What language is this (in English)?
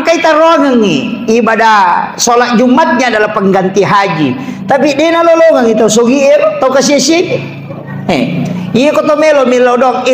Buginese